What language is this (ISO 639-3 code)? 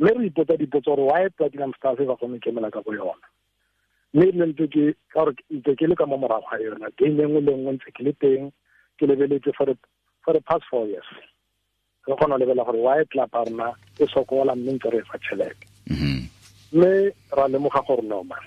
tsn